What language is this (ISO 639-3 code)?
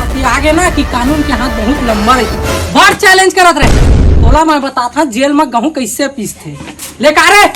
hne